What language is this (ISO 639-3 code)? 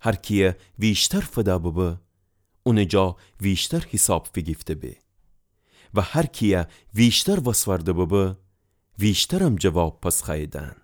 glk